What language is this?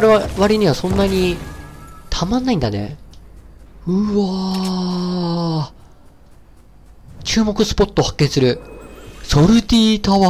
Japanese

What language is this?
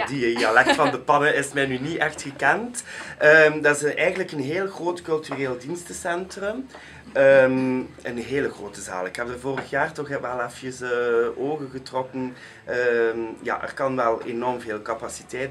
Dutch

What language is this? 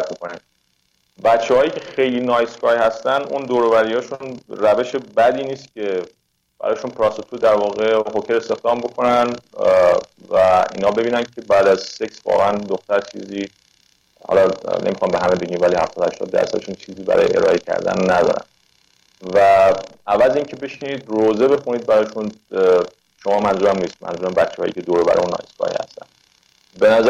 Persian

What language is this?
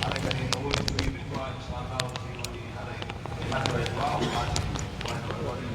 Pular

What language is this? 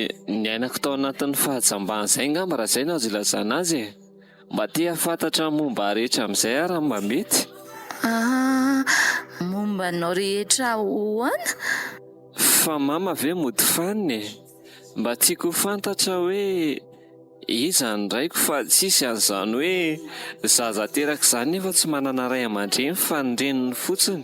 Malagasy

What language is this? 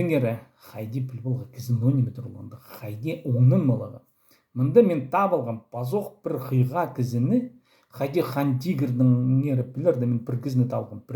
Khakas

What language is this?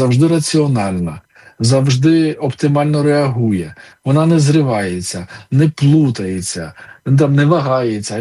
Ukrainian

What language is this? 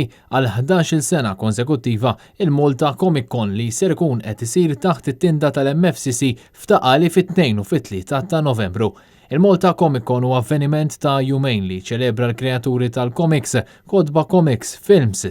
Maltese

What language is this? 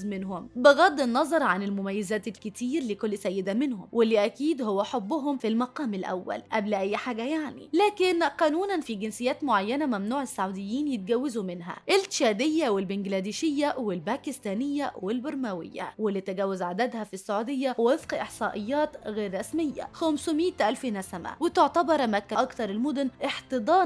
Egyptian Arabic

